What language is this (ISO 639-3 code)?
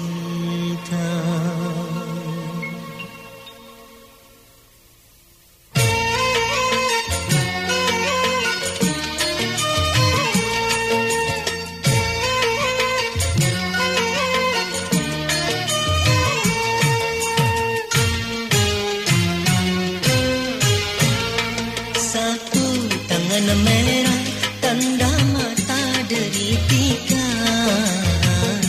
ind